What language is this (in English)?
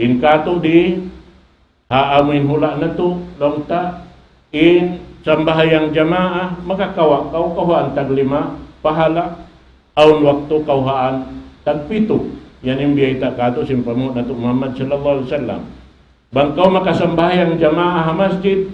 Tausug